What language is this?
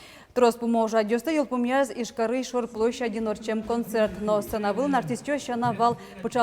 Udmurt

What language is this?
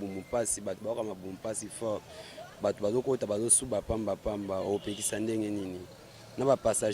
Lingala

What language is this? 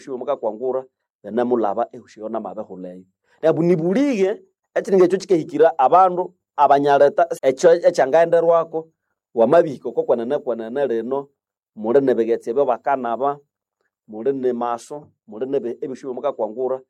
Nande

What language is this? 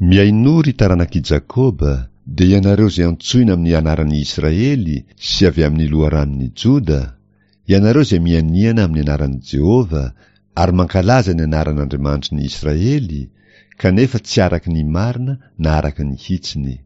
Malagasy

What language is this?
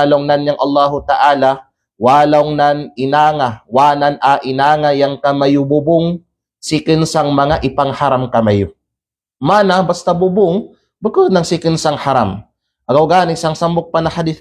Kalagan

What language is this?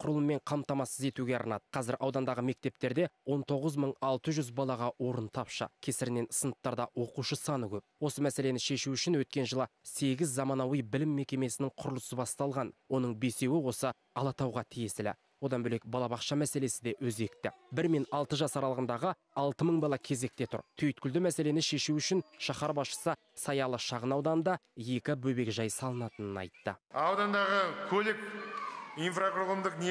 Kazakh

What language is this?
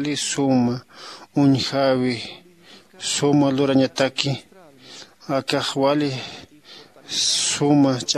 Aymara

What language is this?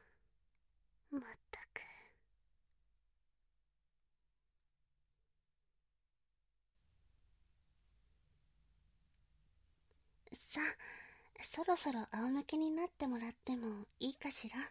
Japanese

